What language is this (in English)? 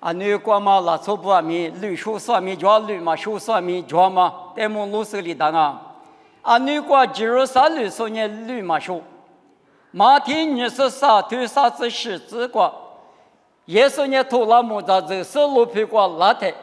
Lisu